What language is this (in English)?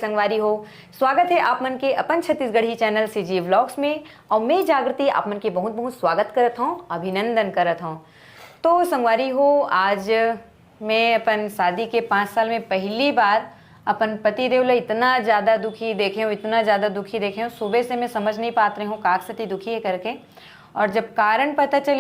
Chhattisgarhi